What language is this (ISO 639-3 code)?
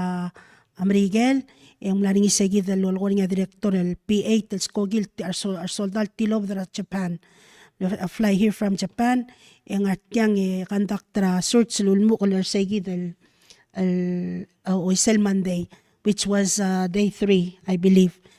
pau